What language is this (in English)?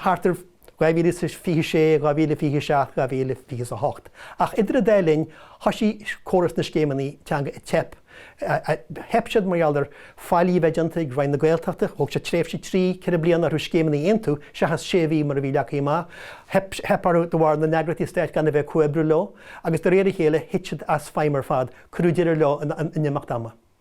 Irish